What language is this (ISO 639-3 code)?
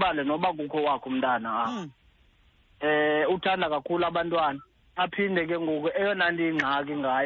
xho